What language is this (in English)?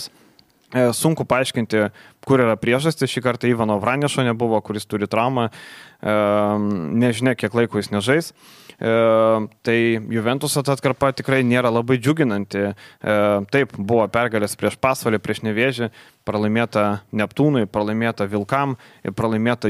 Lithuanian